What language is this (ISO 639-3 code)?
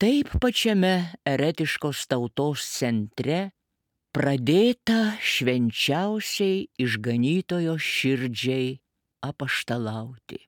lit